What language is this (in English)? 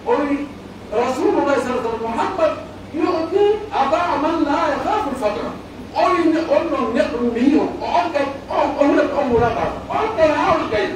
Pular